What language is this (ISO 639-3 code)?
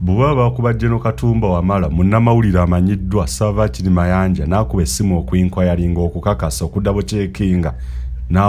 lug